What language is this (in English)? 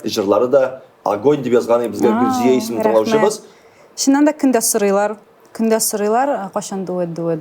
Tatar